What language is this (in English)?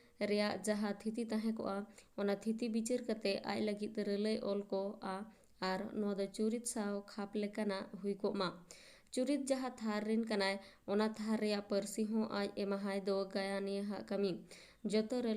Santali